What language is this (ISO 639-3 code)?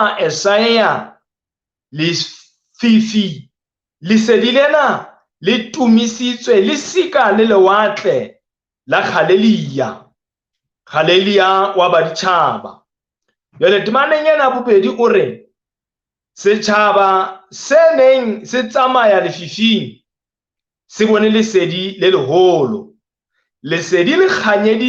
sot